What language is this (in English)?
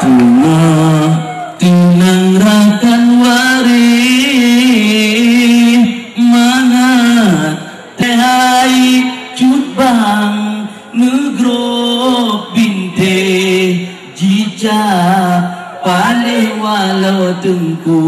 Achinese